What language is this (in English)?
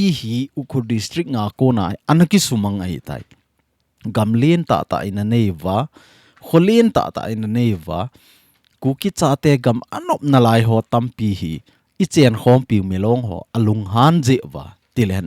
Thado Chin